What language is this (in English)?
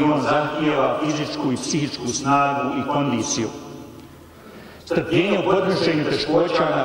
Bosnian